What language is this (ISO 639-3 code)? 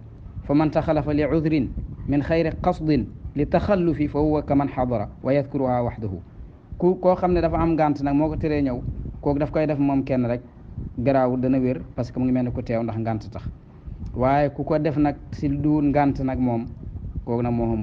wol